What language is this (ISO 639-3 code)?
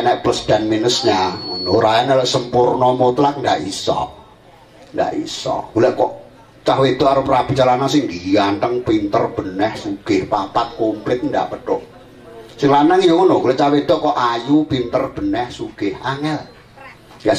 jav